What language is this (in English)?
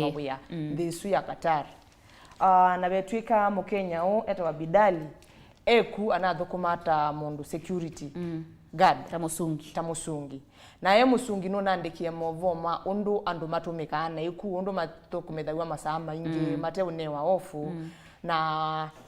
Kamba